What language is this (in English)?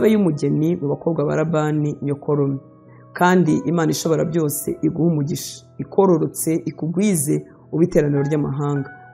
Kinyarwanda